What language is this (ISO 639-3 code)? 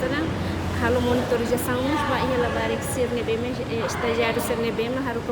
tet